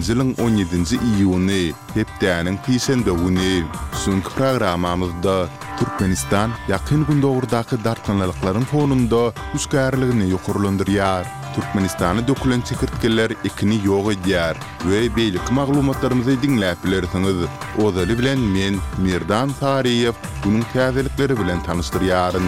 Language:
Turkmen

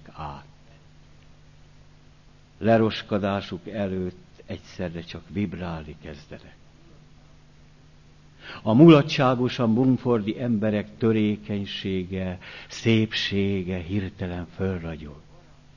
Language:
Hungarian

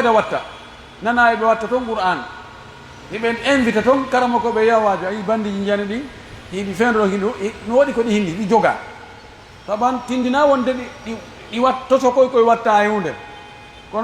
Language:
Pular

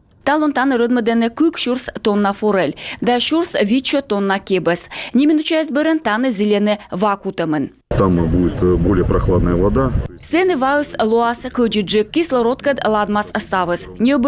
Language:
Komi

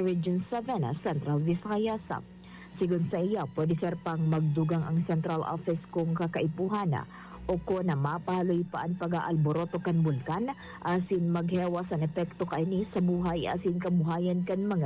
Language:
Bikol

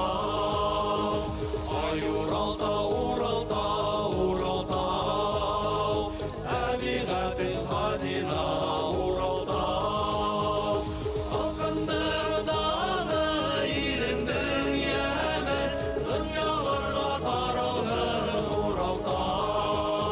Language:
Bashkir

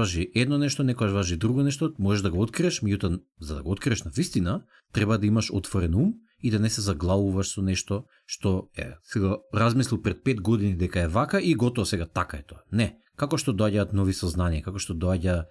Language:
Macedonian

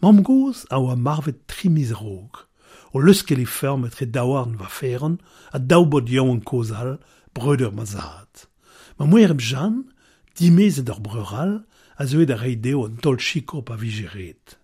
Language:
Breton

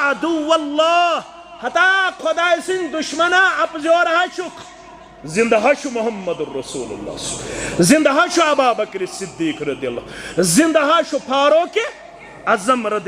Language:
Kashmiri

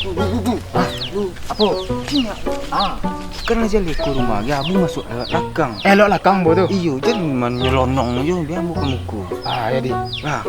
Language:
Minangkabau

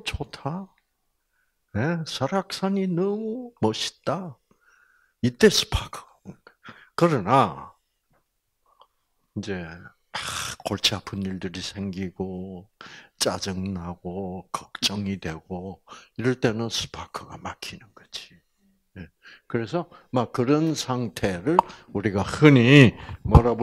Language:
Korean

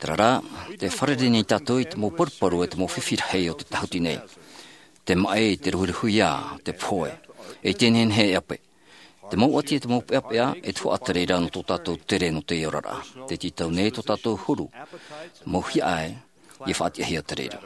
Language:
Tahitian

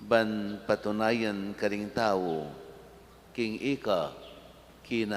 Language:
Pampanga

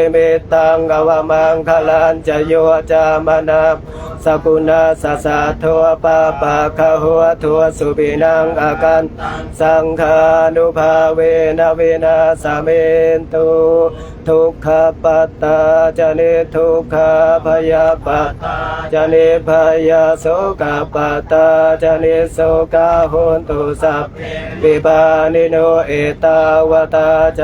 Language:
Pali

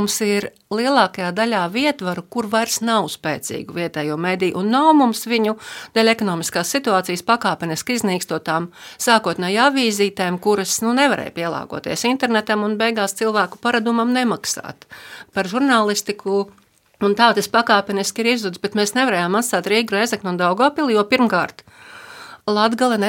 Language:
Latvian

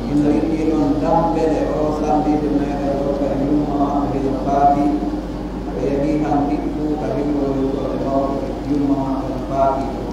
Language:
Pular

